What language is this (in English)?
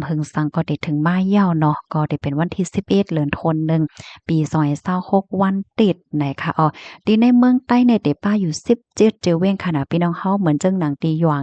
Shan